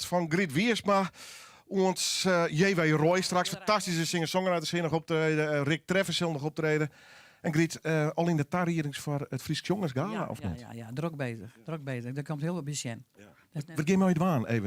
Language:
Western Frisian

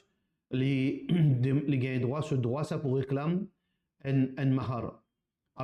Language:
Morisyen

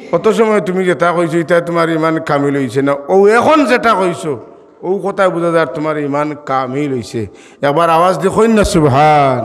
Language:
Sylheti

